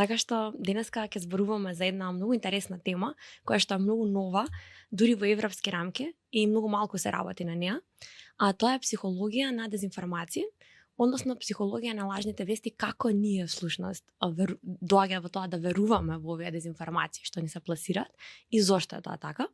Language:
Macedonian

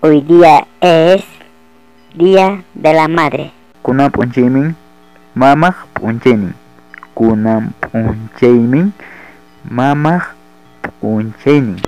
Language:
Ayacucho Quechua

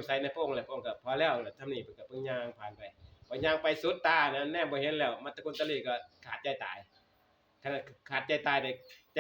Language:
Northeastern Thai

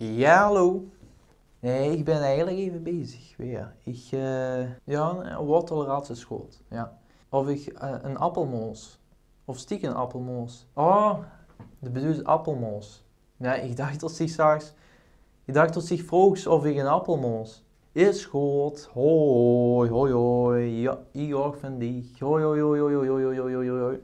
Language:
Limburgish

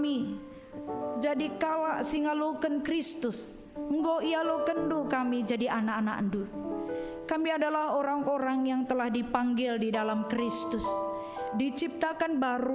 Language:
Batak Karo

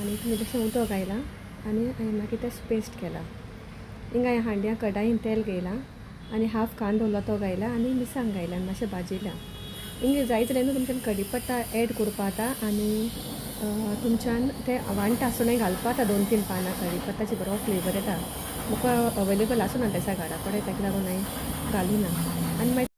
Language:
Konkani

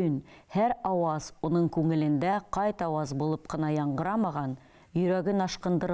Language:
Bashkir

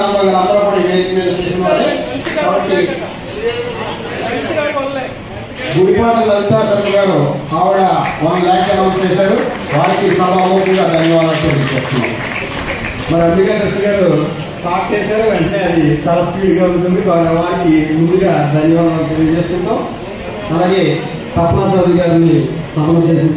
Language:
Telugu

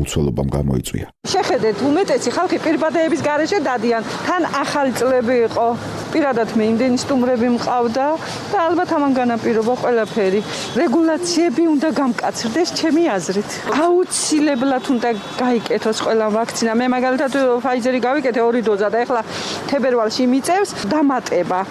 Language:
Georgian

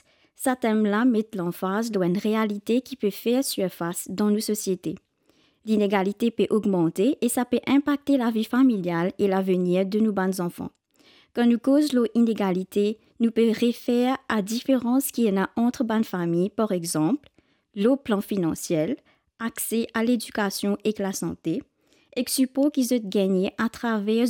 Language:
Morisyen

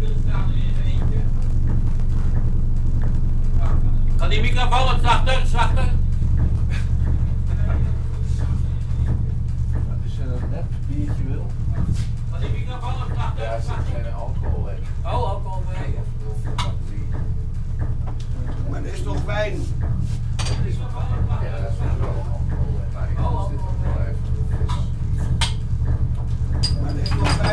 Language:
Dutch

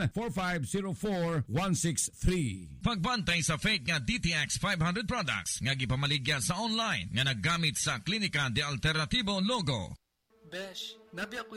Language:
Cebuano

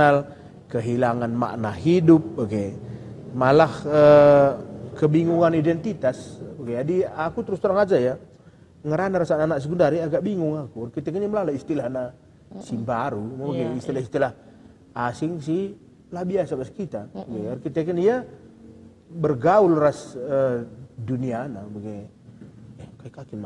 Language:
Batak Karo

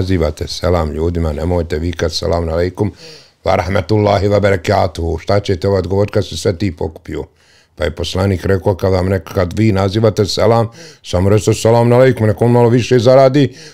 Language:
Bosnian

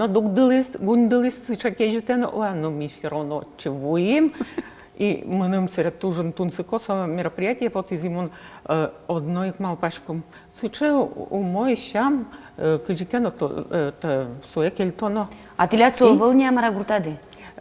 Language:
Udmurt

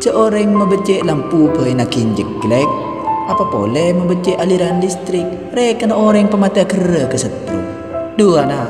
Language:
Madurese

